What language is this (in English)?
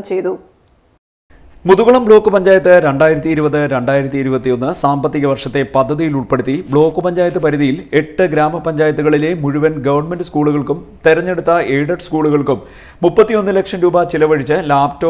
Malayalam